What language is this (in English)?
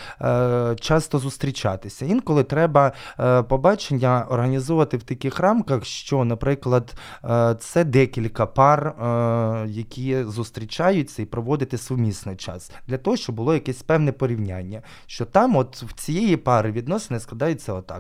Ukrainian